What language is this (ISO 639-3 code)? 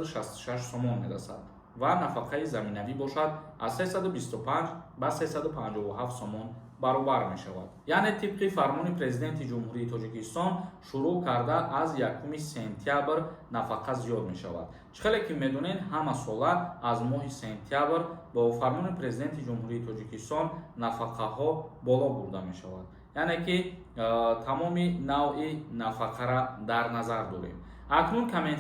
tgk